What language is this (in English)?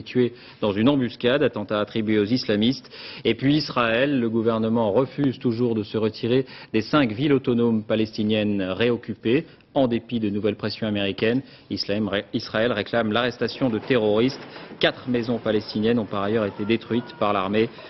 French